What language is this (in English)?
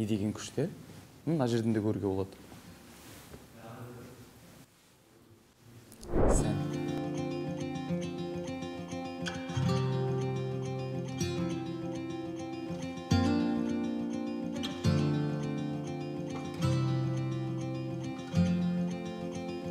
Kazakh